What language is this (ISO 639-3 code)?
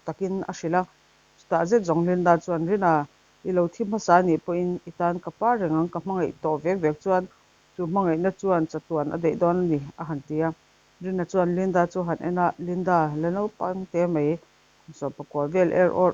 lus